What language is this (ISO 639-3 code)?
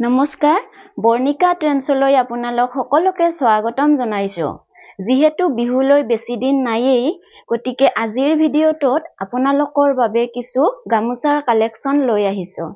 asm